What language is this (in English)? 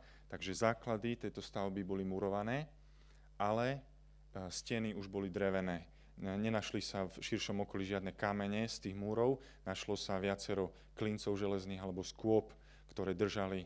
Slovak